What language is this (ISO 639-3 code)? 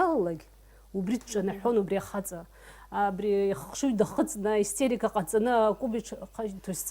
abk